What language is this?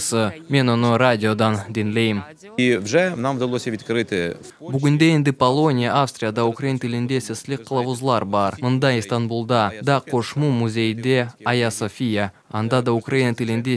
Crimean Tatar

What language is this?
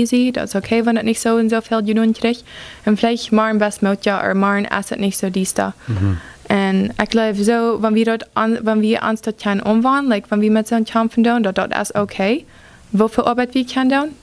Plautdietsch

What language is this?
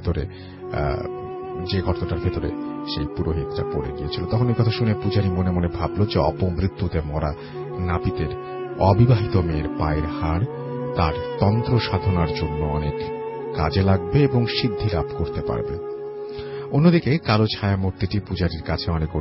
Bangla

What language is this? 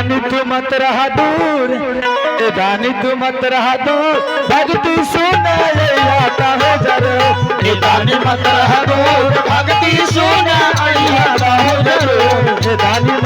Maithili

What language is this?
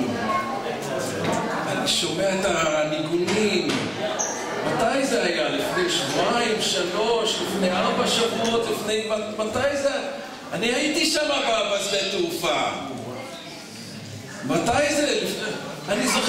Hebrew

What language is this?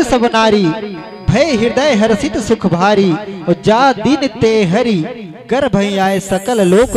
Chhattisgarhi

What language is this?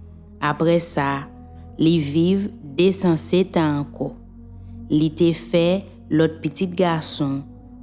Haitian Creole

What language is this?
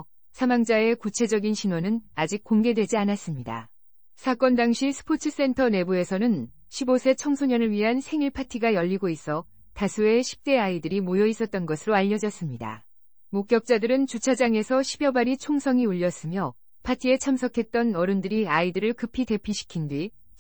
Korean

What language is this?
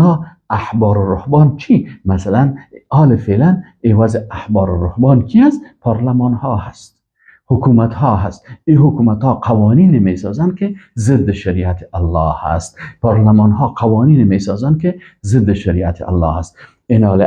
Persian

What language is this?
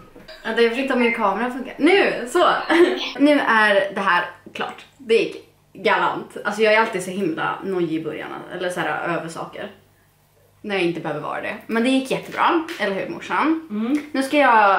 Swedish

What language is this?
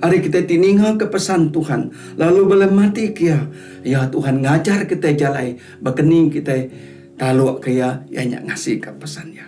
Iban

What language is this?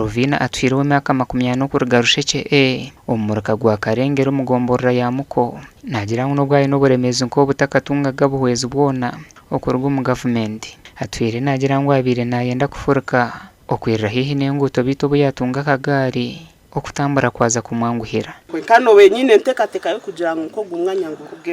Nyankole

